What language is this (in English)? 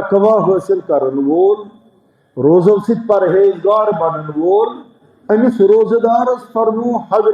Kashmiri